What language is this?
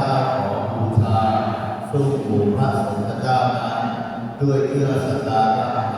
Pali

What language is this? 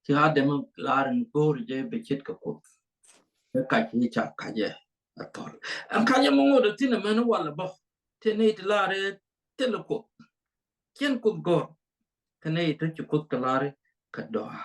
Nuer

